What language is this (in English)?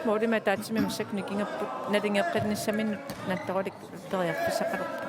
Kalaallisut